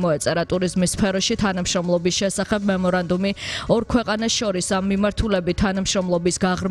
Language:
Georgian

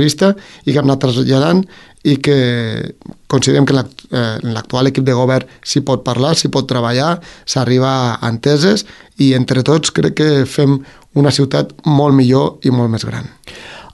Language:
Catalan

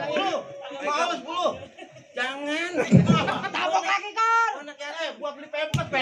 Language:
Betawi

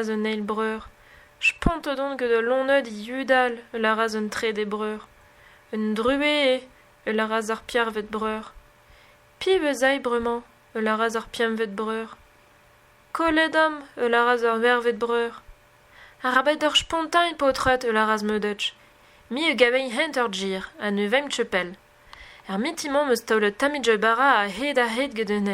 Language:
Breton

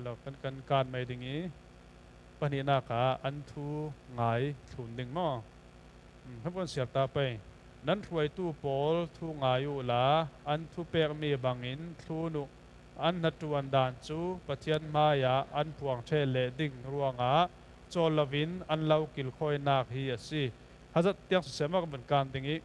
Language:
Falam Chin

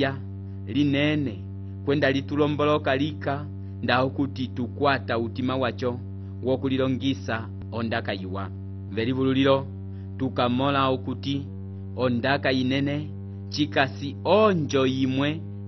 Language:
Umbundu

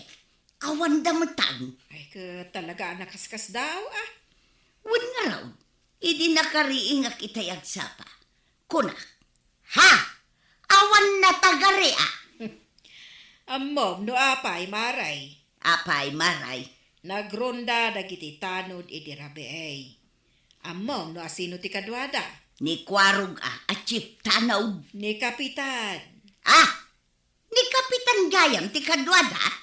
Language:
Iloko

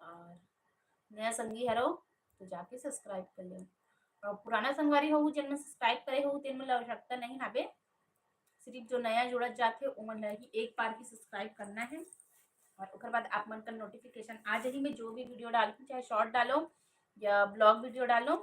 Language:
Chhattisgarhi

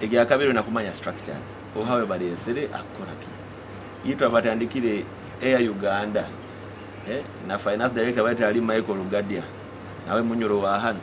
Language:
Nyoro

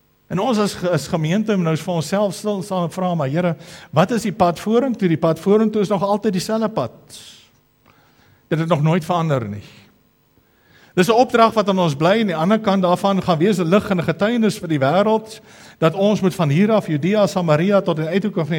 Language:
Afrikaans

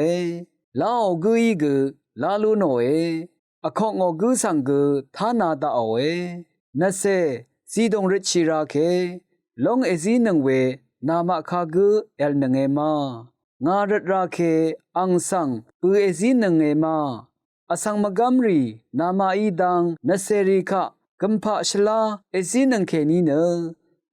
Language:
Rawang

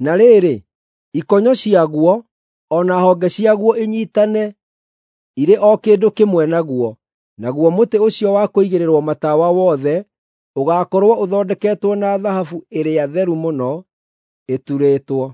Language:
Kikuyu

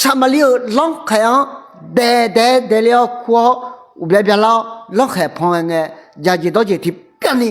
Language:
Akha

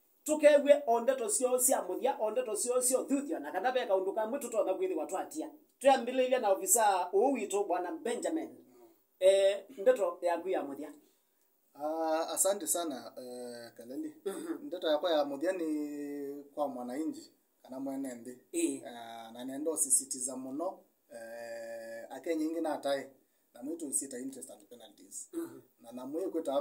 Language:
Kamba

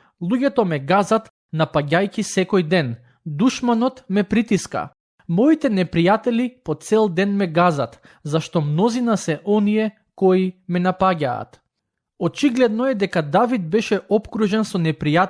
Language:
Macedonian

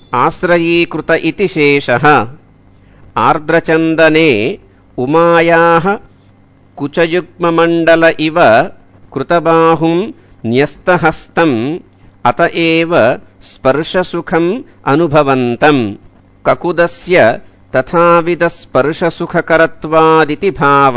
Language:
Sanskrit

